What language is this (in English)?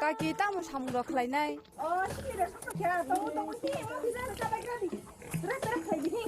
Kok Borok